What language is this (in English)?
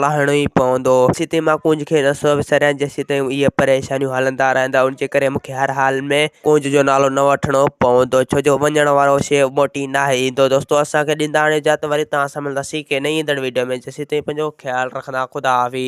Sindhi